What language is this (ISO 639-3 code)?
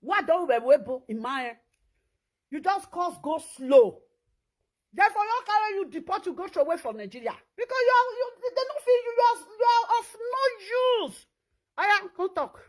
pcm